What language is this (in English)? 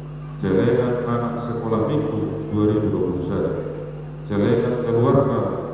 Batak Toba